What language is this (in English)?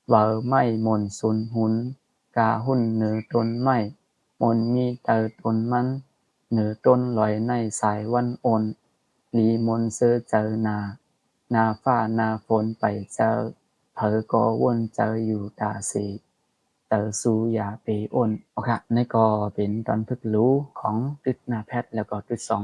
Shan